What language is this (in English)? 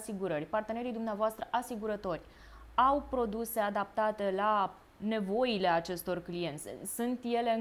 Romanian